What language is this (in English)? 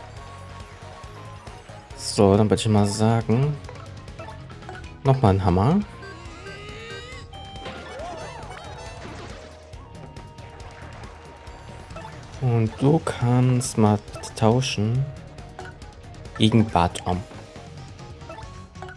German